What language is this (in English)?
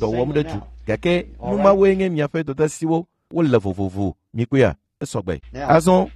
Ewe